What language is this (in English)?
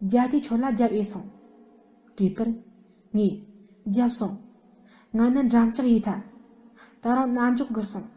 Tibetan